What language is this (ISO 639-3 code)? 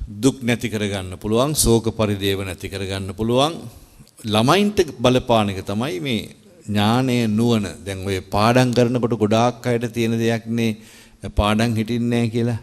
sin